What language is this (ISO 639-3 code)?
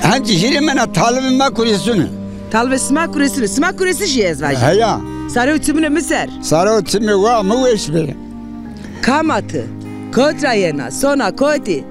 zza